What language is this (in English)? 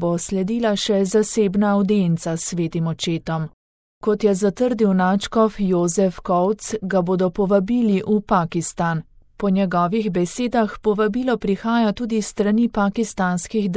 Slovenian